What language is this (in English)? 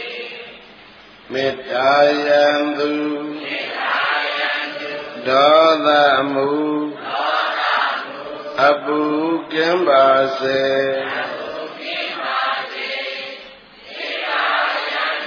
Burmese